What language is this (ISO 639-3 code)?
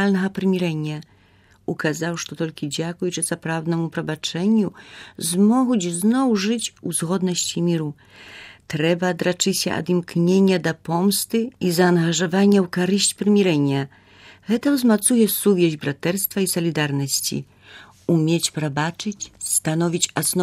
bel